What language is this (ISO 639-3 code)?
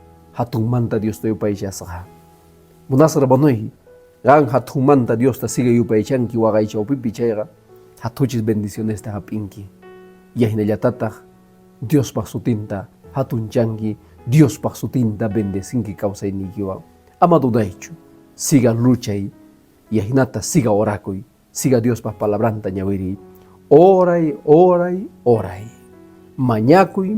que